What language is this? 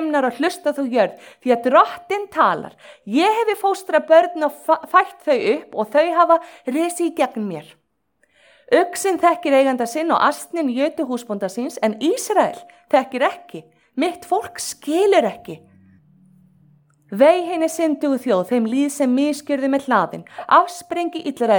Icelandic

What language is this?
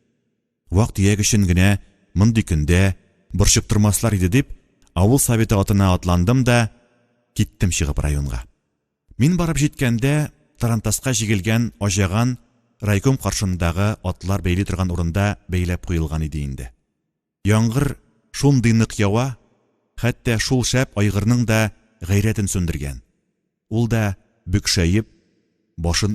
Tatar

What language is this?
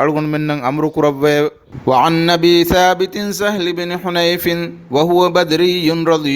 Divehi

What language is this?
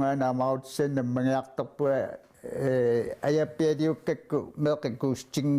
Kalaallisut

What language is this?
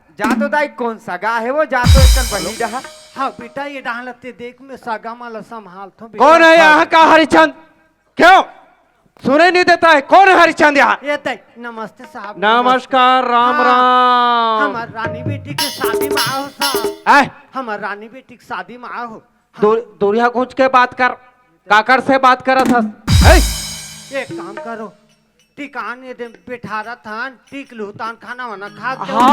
Chhattisgarhi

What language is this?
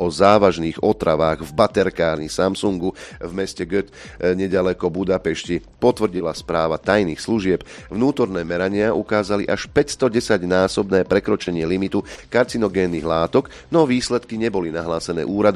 Slovak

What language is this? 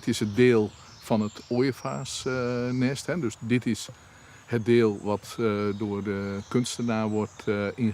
Western Frisian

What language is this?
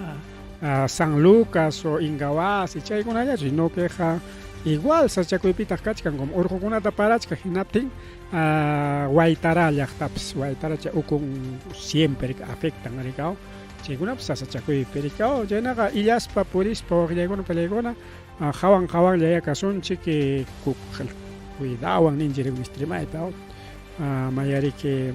Ayacucho Quechua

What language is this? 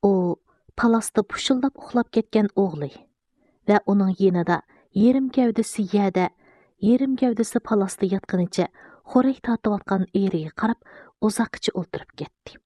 Uyghur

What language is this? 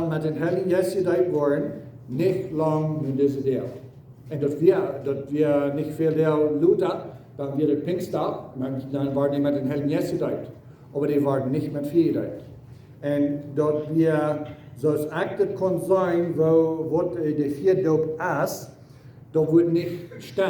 Plautdietsch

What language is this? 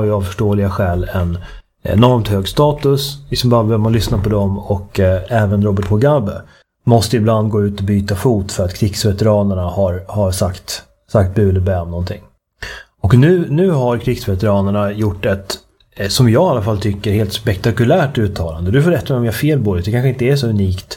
Swedish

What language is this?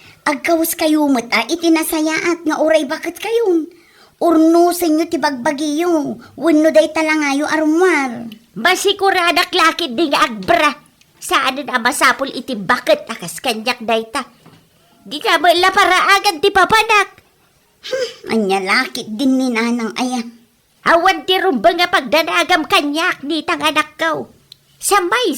Iloko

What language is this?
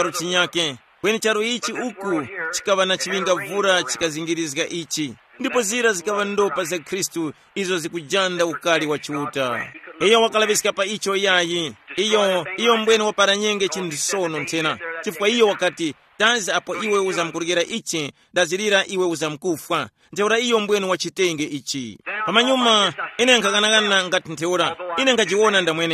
Tumbuka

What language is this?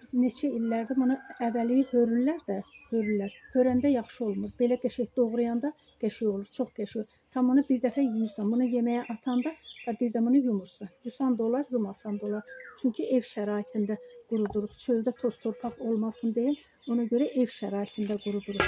Azerbaijani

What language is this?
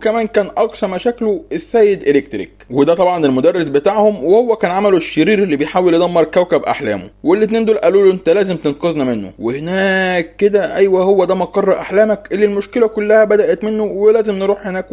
Egyptian Arabic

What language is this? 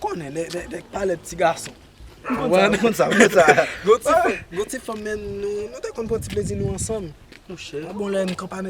Haitian Creole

